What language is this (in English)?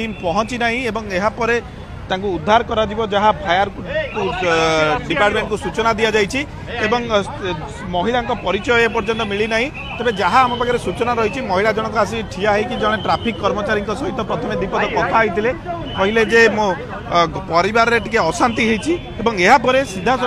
Odia